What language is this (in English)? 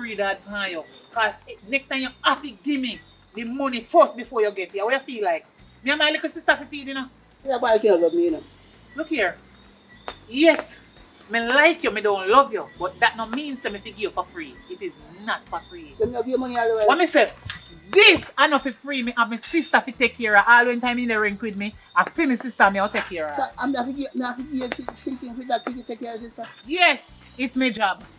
Jamaican Creole English